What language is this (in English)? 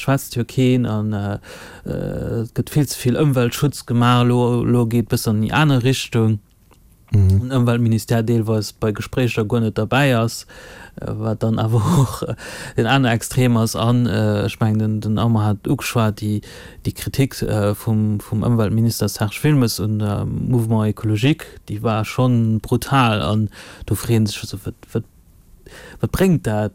Luxembourgish